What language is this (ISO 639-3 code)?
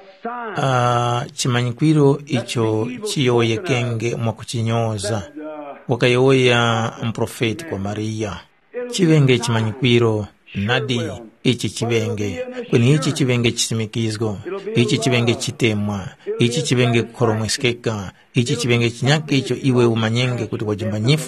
tum